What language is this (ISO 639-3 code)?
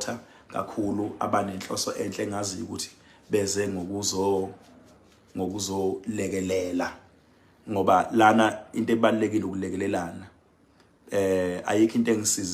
zul